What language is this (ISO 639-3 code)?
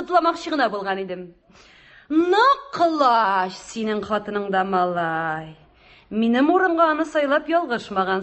tat